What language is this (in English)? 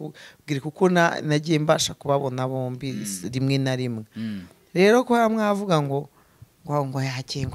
Kinyarwanda